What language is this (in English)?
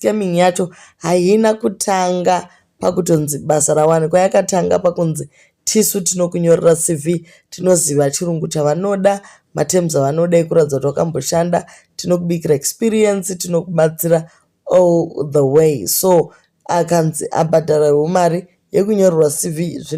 Shona